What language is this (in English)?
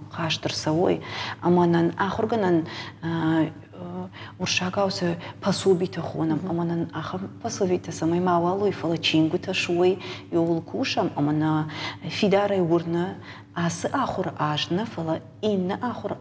Ossetic